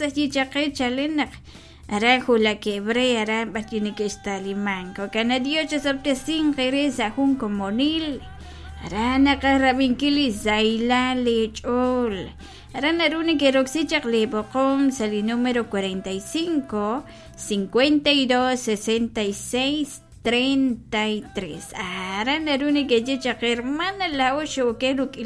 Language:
Kekchí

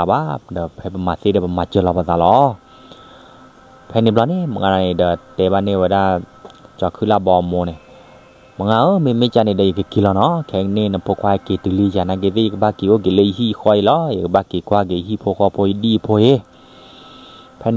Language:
S'gaw Karen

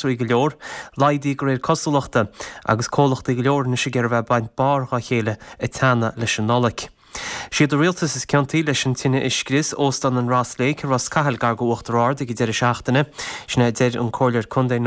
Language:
Irish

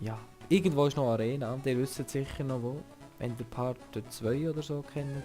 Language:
Swiss German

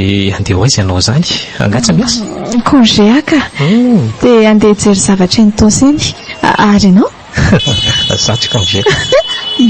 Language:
Malagasy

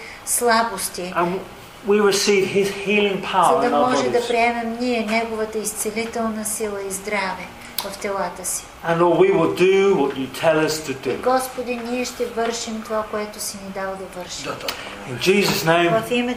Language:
Bulgarian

